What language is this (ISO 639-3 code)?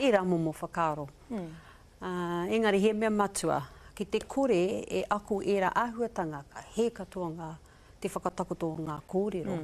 mri